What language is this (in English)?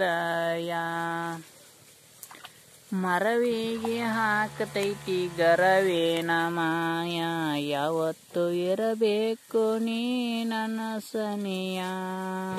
Kannada